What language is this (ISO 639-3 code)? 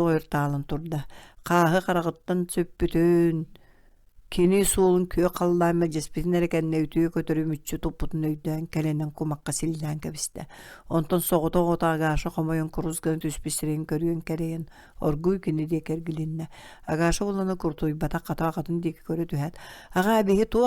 sah